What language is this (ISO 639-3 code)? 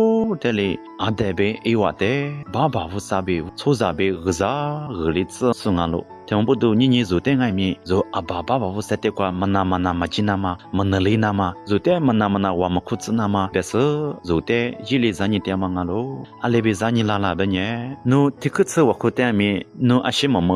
lis